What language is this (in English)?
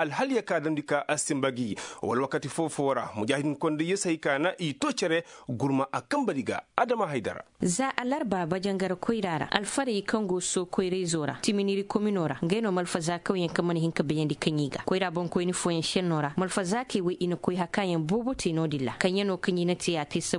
Koyraboro Senni